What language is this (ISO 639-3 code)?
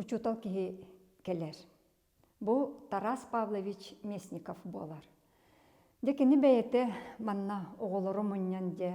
sah